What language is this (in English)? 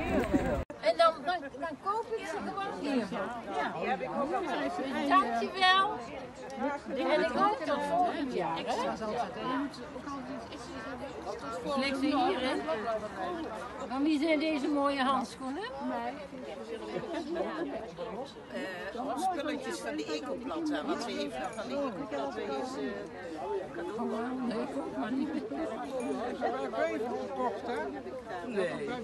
Dutch